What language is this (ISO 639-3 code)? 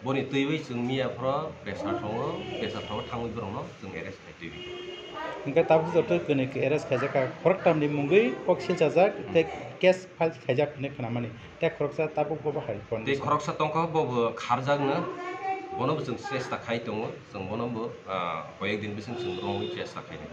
trp